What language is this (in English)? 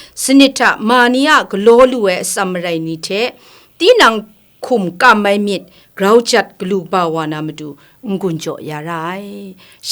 Kachin